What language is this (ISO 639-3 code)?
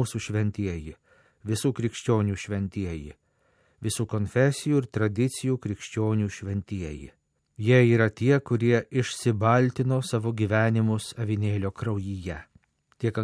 lit